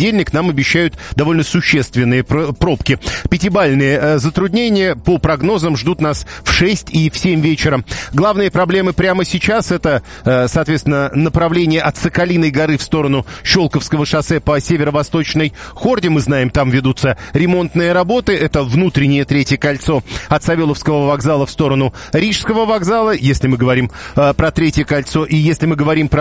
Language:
Russian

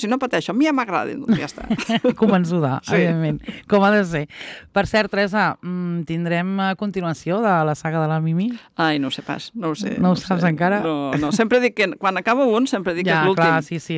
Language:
Catalan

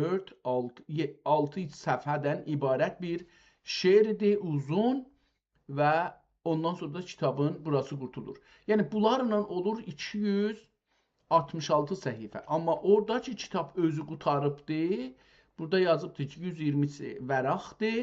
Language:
South Azerbaijani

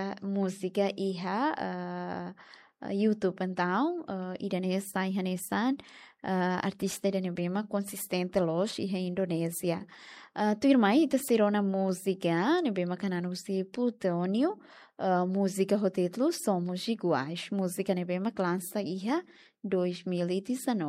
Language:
Tetum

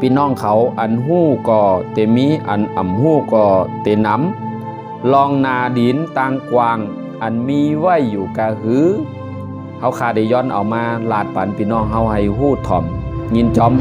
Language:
Shan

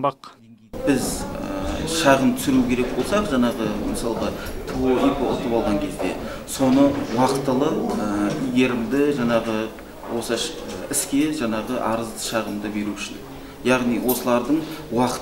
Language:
Kazakh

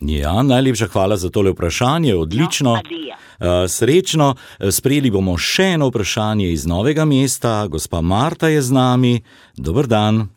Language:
Slovenian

